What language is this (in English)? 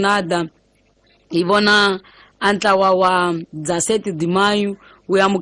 Tsonga